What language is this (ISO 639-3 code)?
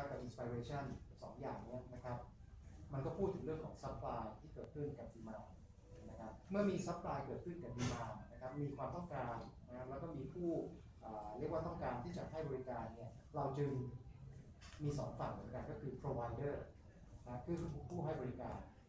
tha